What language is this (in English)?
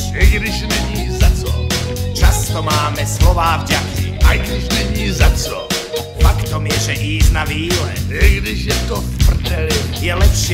Slovak